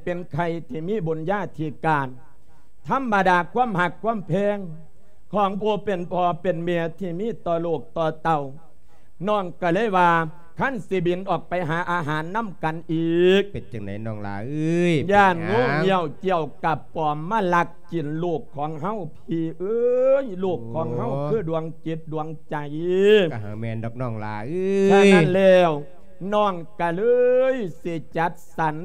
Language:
Lao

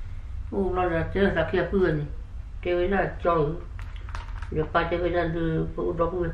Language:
S'gaw Karen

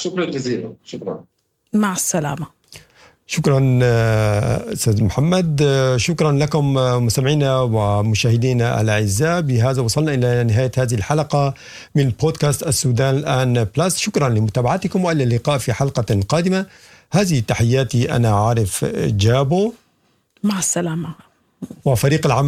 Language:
Sudanese Arabic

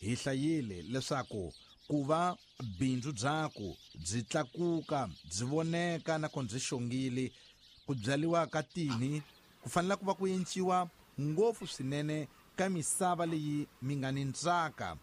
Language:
Tsonga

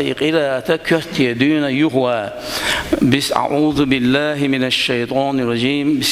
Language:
Chechen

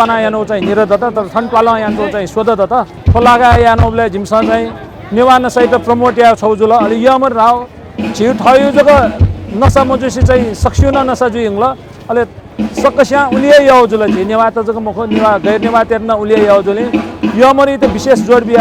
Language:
Newari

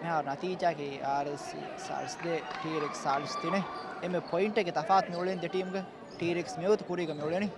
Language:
Divehi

